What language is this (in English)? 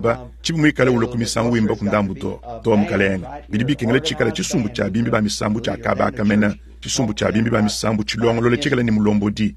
Luba-Lulua